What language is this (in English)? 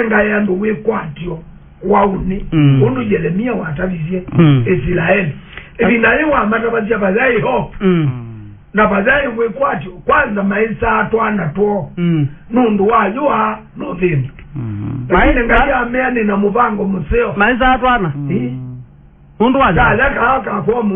Kamba